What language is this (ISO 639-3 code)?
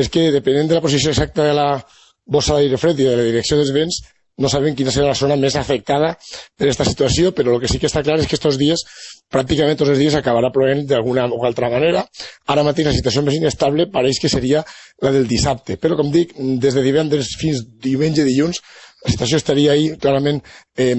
cat